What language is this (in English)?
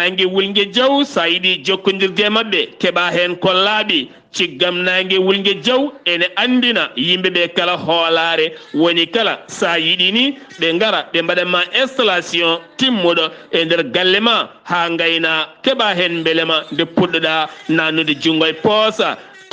Fula